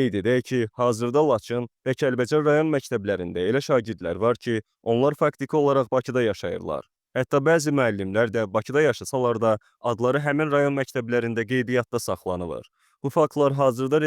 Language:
Azerbaijani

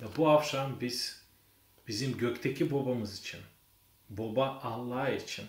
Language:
Gagauz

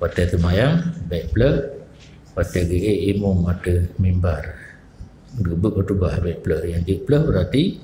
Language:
Achinese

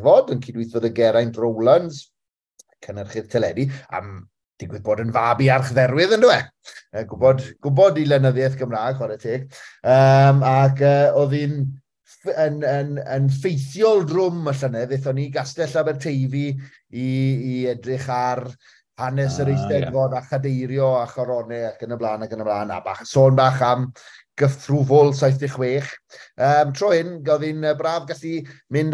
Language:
Welsh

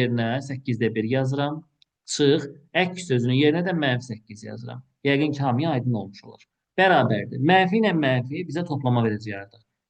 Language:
Azerbaijani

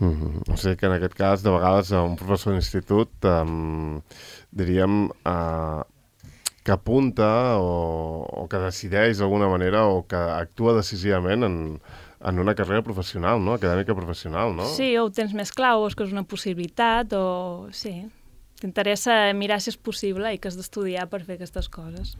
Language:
Catalan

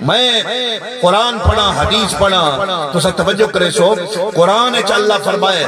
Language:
Saraiki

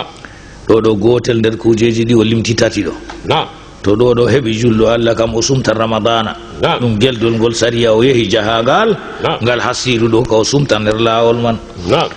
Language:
Fula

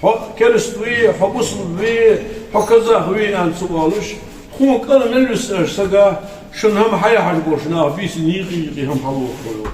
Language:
Ingush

